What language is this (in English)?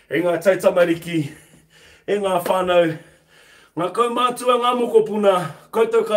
Māori